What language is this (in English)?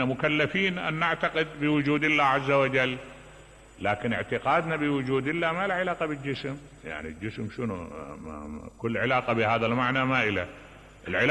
Mesopotamian Arabic